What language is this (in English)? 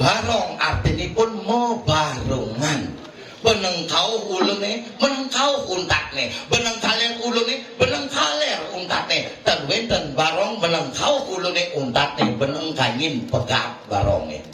Balinese